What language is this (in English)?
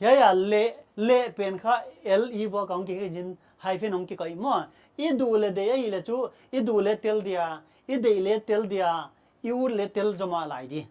Paite Chin